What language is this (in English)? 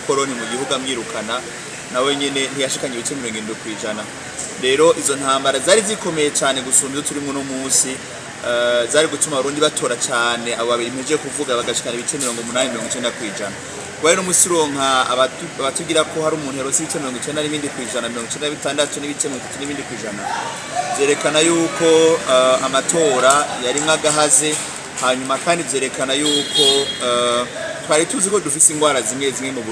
Rundi